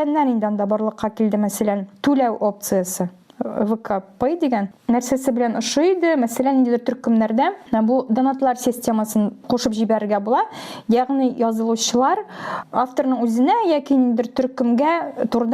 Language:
Tatar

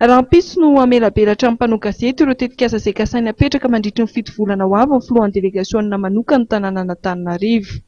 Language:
Malagasy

